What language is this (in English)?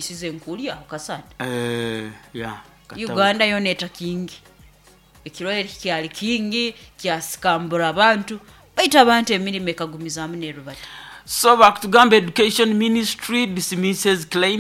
Nyoro